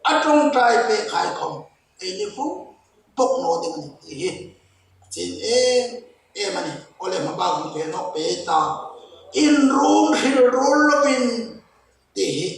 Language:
Hmar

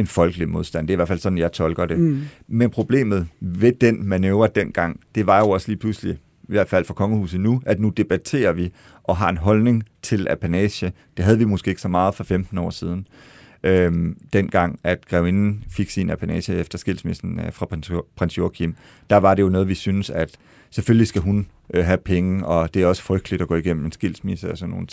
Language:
Danish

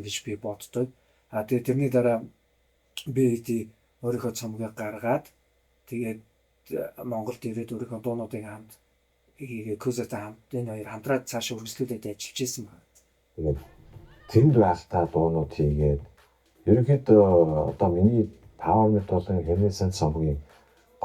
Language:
Mongolian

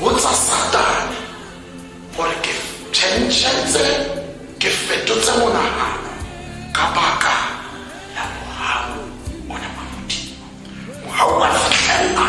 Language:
Tswana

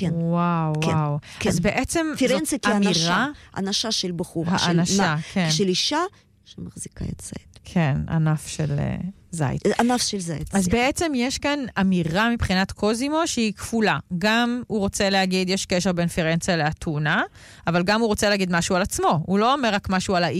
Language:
Hebrew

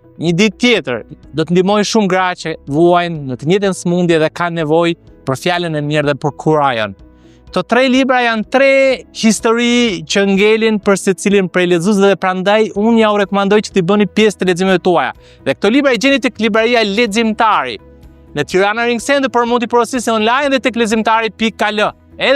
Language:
Albanian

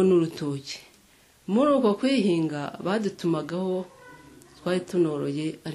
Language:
Kinyarwanda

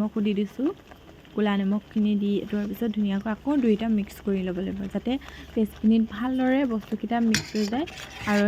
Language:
Assamese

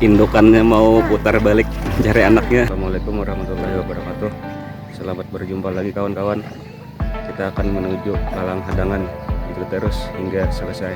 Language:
Banjar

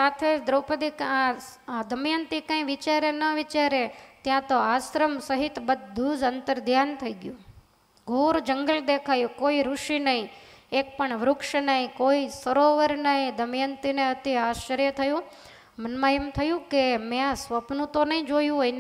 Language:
Gujarati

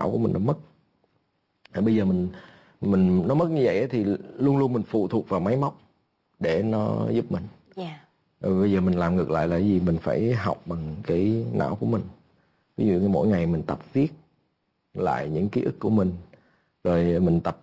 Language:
Vietnamese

